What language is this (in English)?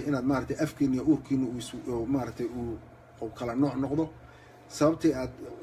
Somali